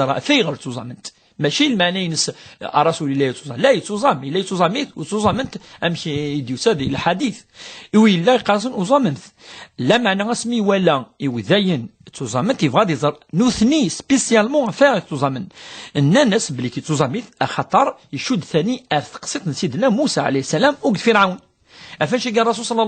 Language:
Kabyle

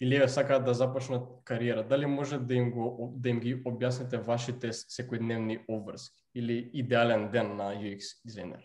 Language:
Macedonian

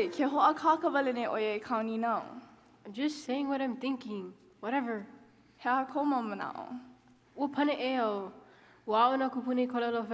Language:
Hawaiian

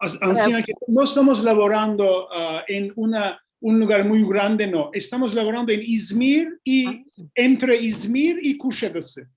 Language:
Ladino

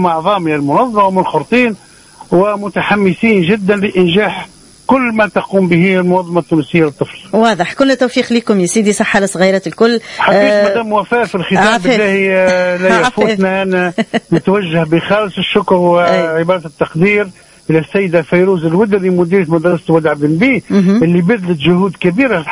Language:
Tunisian Arabic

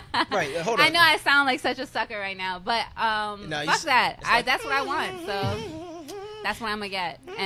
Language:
English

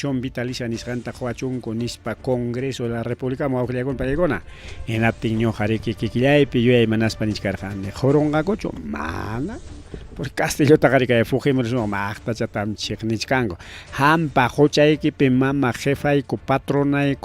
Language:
Ayacucho Quechua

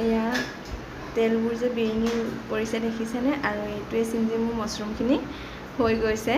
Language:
Assamese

